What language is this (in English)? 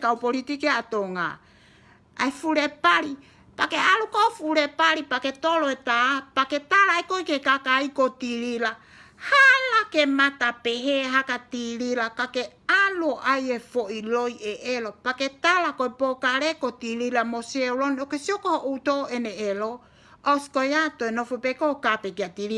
Tongan